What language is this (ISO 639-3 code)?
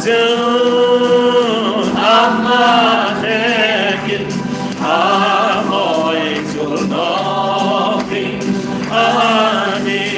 hmr